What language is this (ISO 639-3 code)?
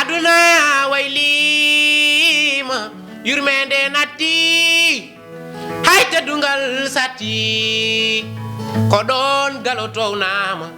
ful